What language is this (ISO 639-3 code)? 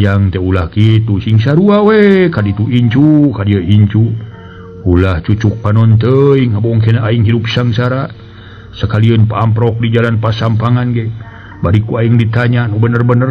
sun